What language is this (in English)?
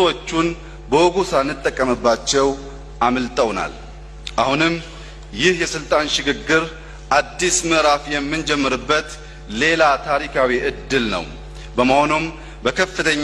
Amharic